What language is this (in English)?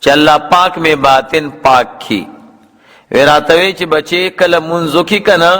Pashto